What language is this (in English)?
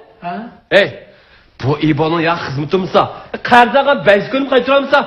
Uyghur